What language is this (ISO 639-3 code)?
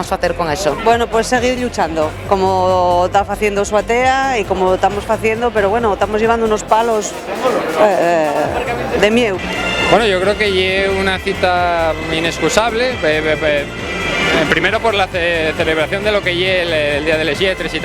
ast